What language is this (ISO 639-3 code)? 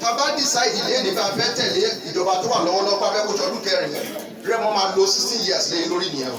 yor